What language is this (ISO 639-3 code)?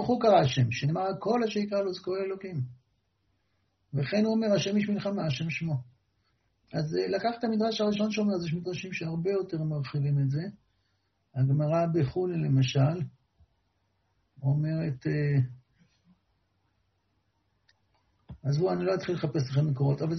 heb